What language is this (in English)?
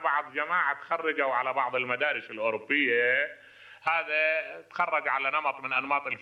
Mesopotamian Arabic